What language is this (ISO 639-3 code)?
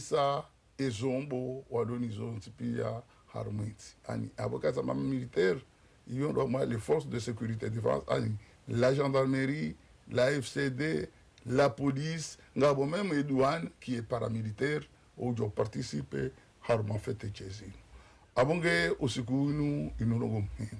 zdj